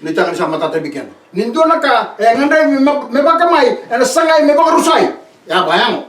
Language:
Fijian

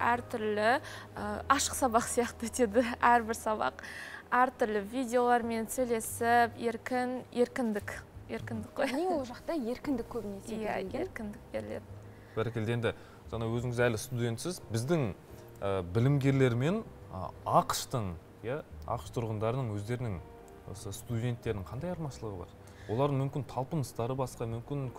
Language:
Kazakh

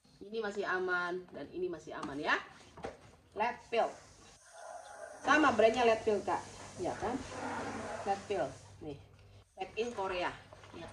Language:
Indonesian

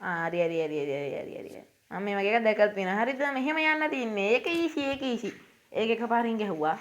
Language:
Sinhala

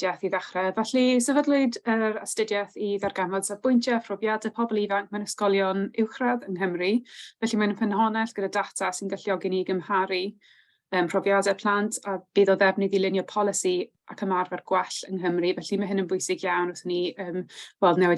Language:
Welsh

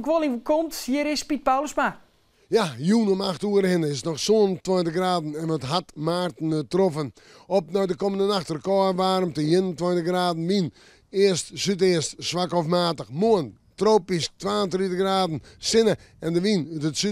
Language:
Western Frisian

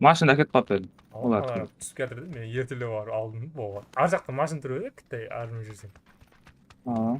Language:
Kara-Kalpak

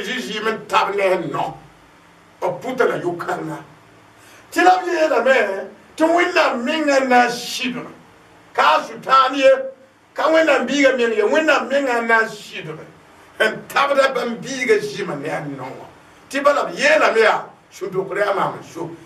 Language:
Mossi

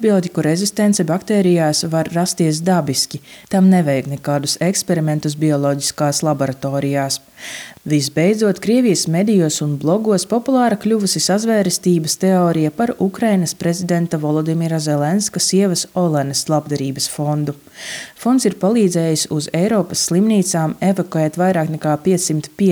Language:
Latvian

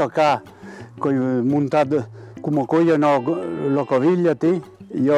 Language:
Occitan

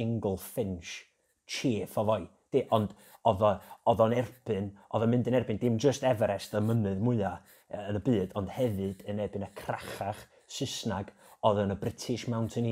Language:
Welsh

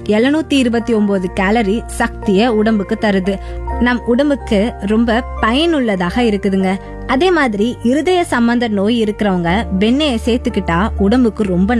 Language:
Tamil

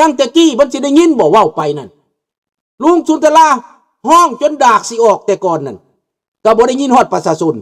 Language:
Lao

